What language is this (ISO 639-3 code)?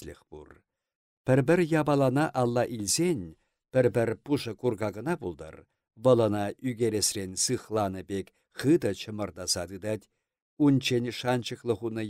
chv